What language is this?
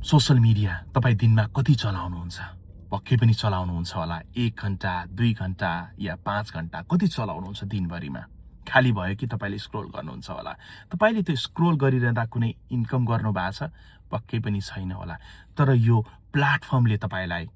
Nepali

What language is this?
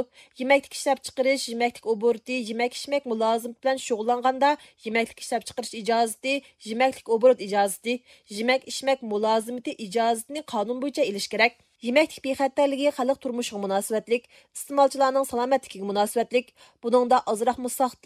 Uyghur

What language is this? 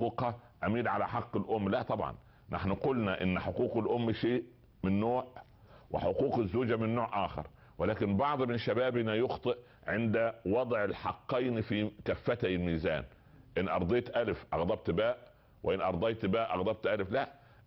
Arabic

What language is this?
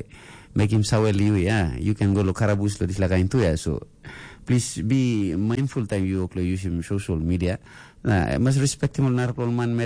Tok Pisin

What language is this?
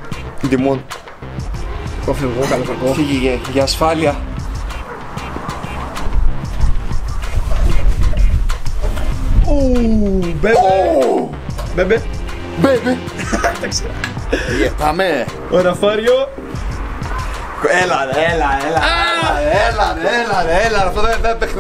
Greek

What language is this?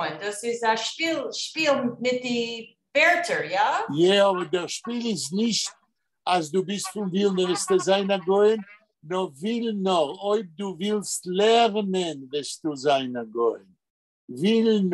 Yiddish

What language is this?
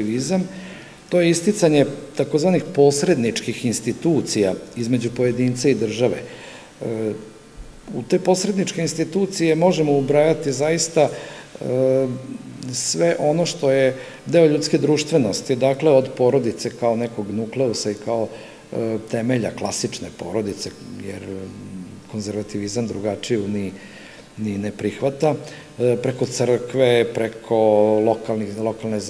Serbian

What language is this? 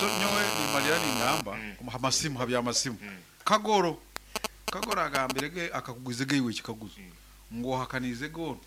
Nyankole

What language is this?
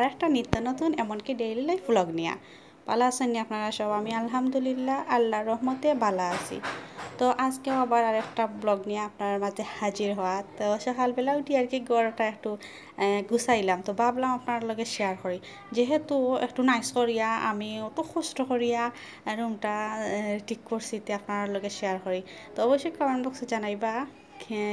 Sylheti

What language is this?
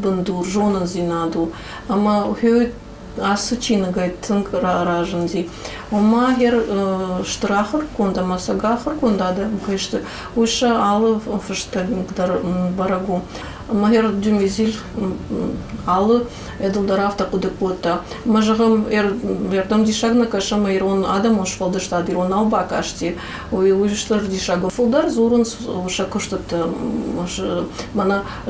Ossetic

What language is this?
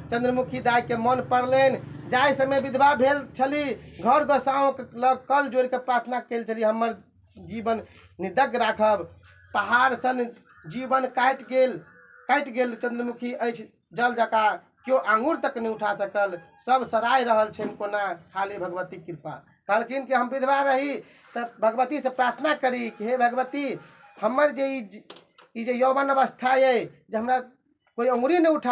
Maithili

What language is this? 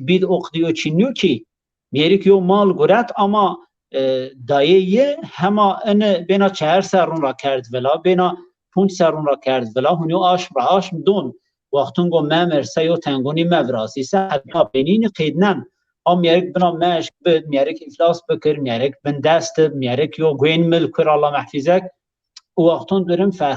Zaza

